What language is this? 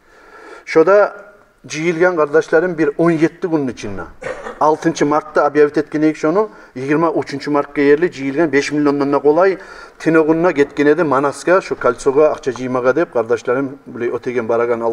Kumyk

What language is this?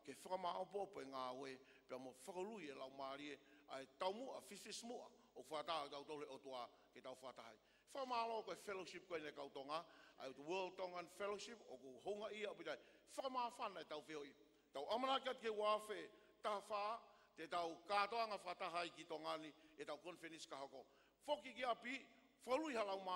Tongan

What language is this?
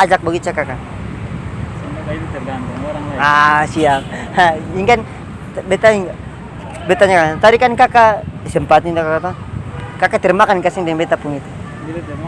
Ambonese Malay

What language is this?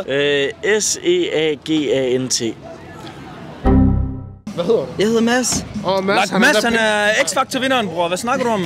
Danish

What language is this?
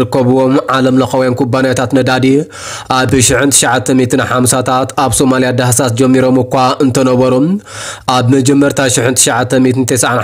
Tigrinya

